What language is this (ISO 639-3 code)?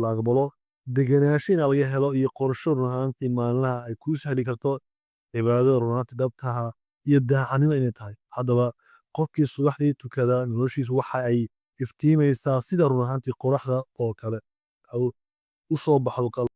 som